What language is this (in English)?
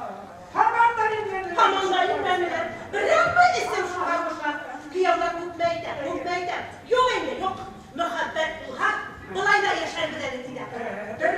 Bashkir